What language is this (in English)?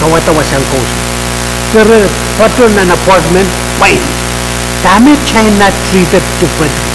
Pohnpeian